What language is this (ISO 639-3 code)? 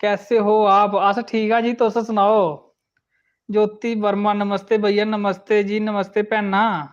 doi